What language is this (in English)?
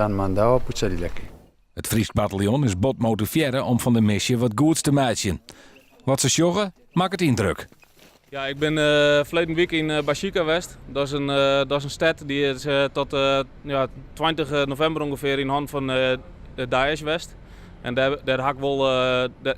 Western Frisian